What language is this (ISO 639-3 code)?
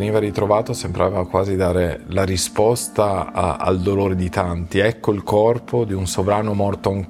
ita